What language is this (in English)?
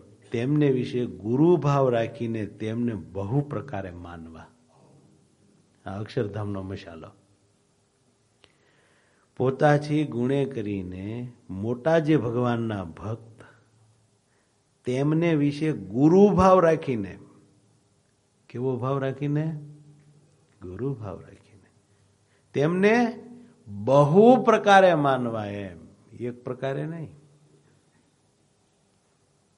Gujarati